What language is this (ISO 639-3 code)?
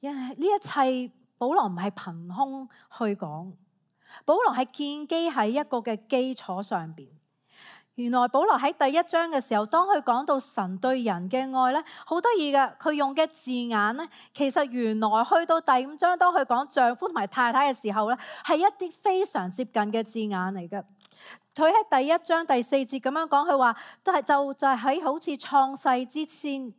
yue